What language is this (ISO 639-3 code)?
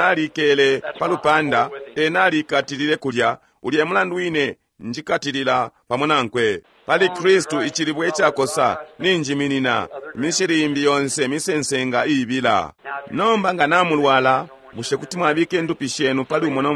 bem